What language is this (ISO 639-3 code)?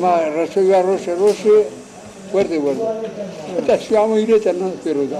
zza